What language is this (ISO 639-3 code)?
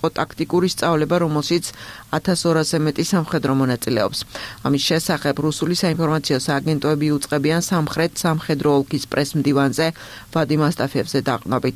kat